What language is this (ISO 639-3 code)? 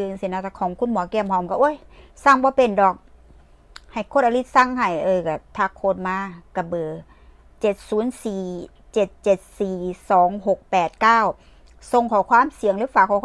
tts